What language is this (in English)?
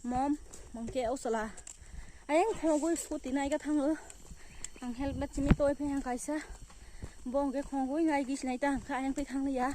Kok Borok